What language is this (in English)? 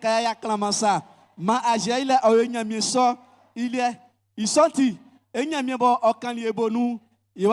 Baoulé